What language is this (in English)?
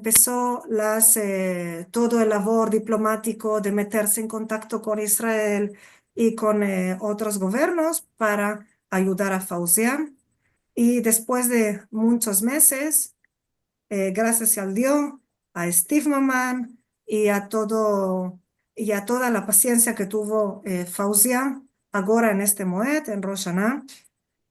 Ladino